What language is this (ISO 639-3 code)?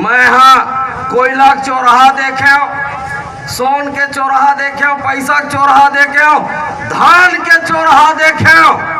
hne